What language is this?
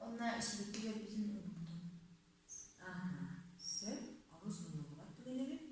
Yakut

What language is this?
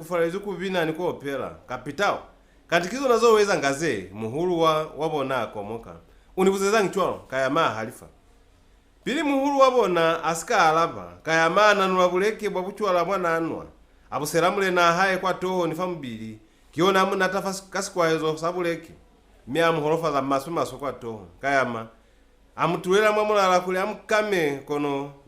Lozi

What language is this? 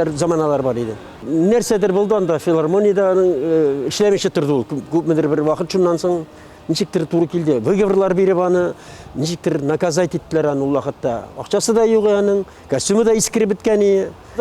Tatar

